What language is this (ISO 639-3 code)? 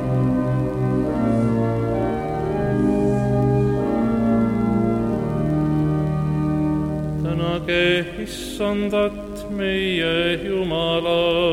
est